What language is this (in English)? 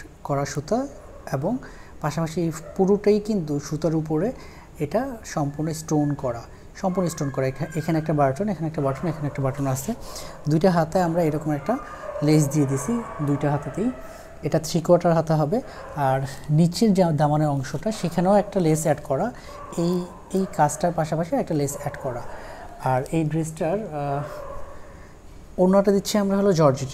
Bangla